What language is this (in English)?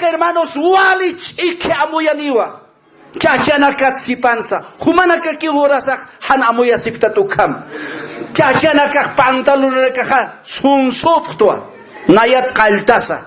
Aymara